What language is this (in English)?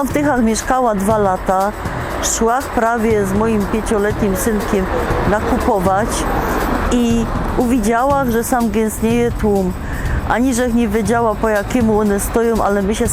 Silesian